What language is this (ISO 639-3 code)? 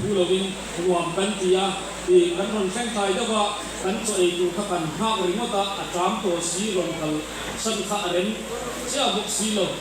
hmr